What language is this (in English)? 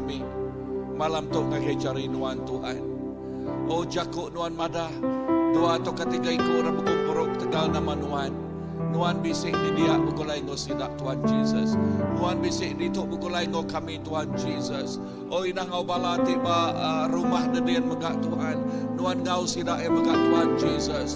Iban